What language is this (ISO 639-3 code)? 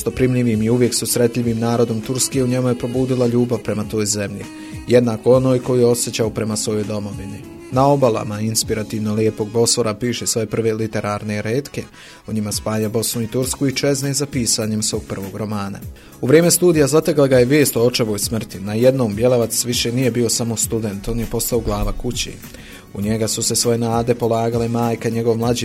bos